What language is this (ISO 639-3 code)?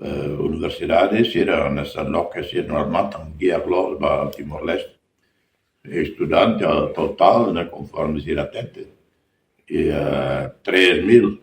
tet